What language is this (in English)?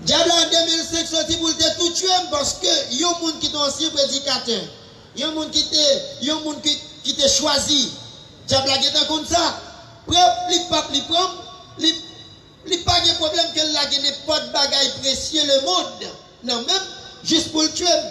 Haitian Creole